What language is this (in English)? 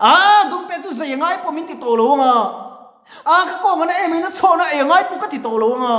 Mizo